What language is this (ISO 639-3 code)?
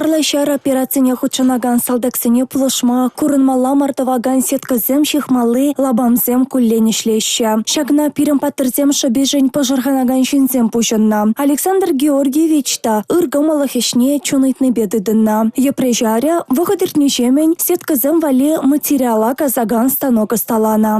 chv